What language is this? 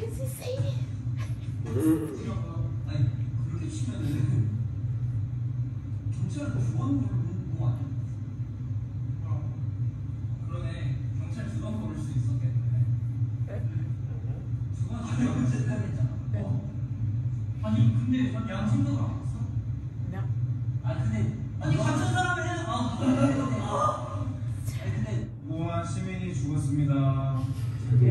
Korean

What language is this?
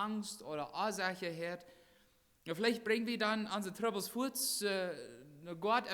Plautdietsch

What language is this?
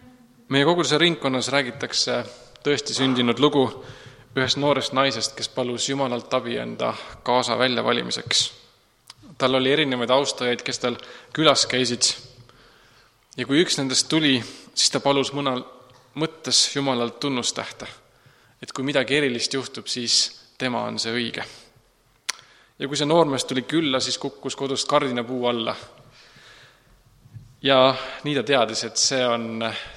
Estonian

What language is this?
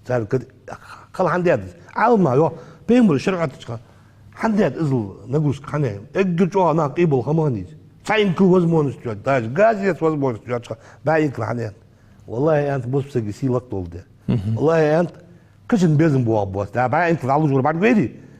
Ingush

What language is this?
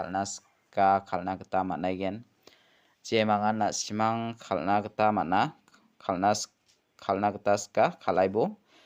Garo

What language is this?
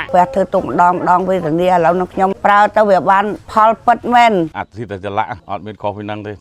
Khmer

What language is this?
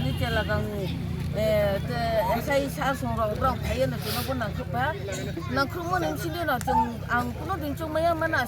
Riang (India)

